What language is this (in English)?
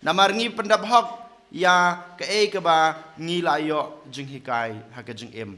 Khasi